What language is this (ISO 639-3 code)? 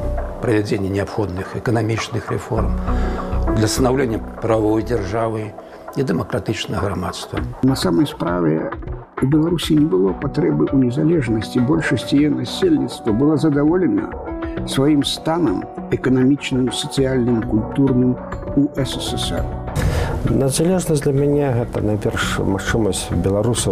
bel